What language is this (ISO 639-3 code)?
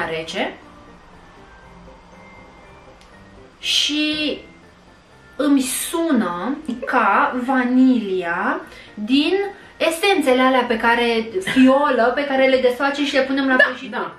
ron